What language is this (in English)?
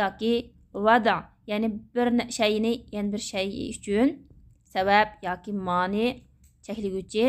Uyghur